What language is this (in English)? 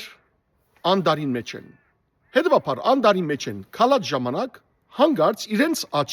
Western Armenian